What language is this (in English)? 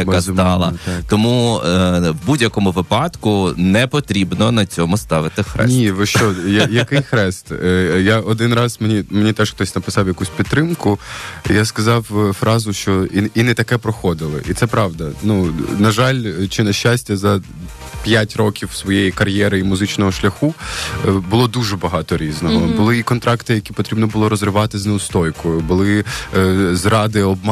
Ukrainian